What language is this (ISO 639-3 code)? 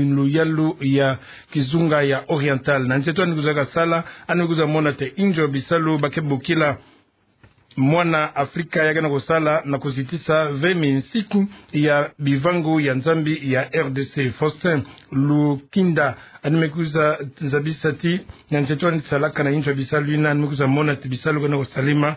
ktu